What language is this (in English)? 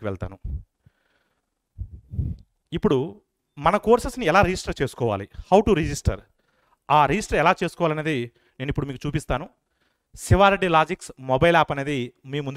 Telugu